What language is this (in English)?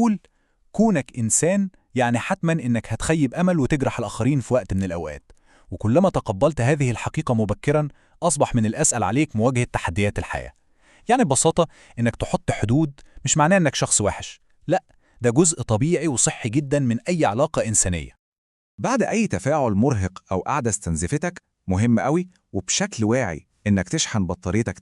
Egyptian Arabic